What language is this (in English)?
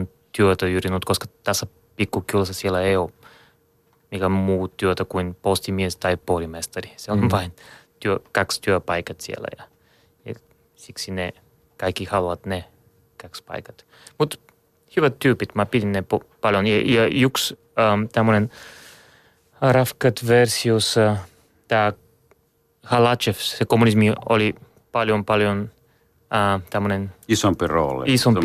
Finnish